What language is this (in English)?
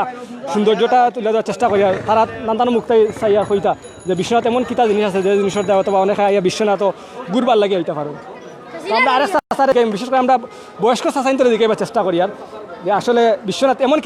Sylheti